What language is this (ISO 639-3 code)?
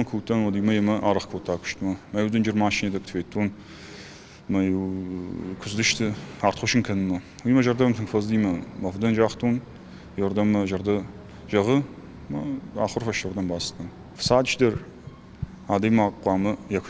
oss